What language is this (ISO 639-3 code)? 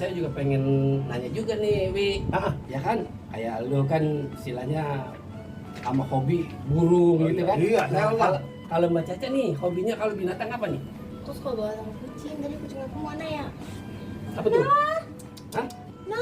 bew